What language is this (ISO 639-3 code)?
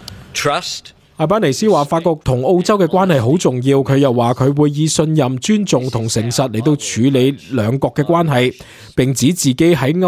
yue